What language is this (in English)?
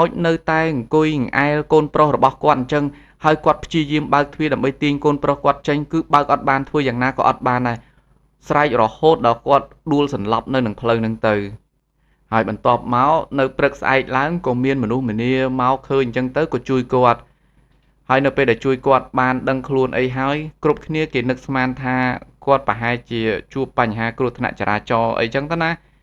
Khmer